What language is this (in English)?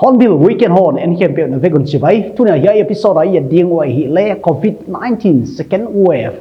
Paite Chin